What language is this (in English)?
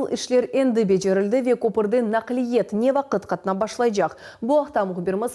Crimean Tatar